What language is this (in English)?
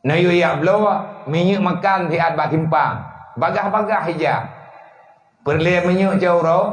Achinese